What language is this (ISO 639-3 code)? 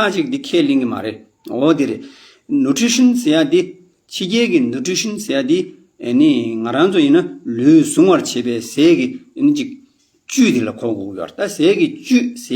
bod